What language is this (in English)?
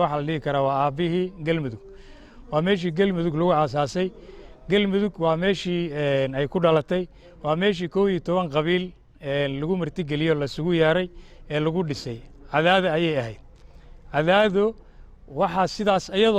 Somali